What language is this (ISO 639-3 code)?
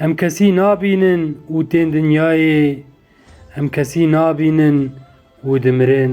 kur